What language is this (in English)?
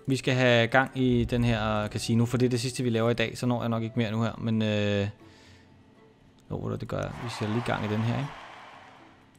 Danish